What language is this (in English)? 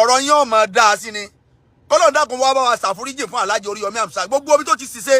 Yoruba